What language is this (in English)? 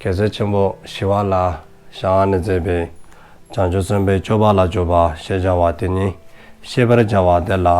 Dzongkha